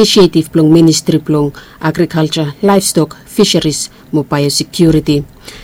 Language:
Bislama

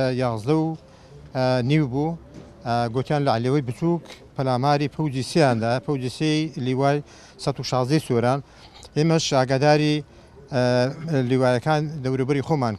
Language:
Central Kurdish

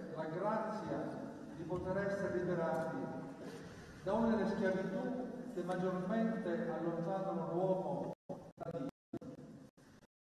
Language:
Italian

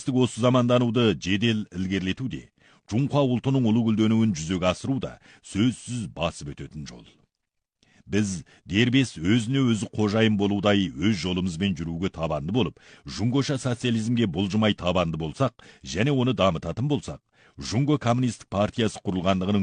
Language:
Kazakh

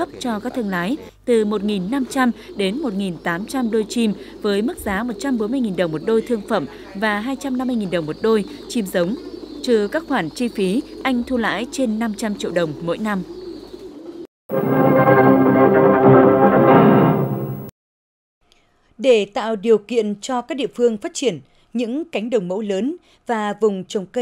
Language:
Vietnamese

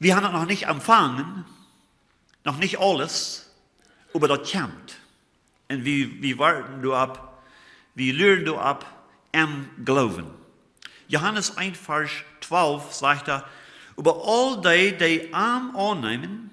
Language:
Plautdietsch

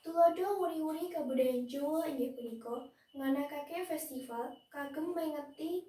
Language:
Javanese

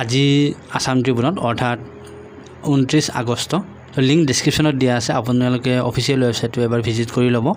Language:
Assamese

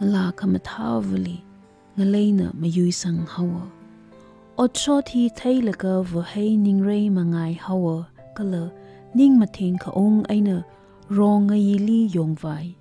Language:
Tangkhul Naga (India)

